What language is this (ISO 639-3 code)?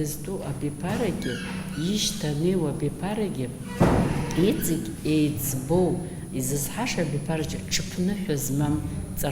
abk